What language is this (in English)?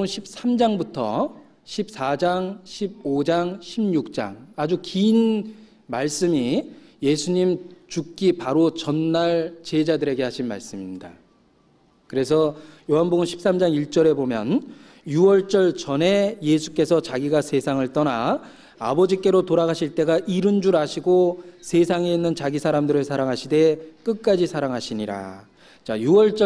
Korean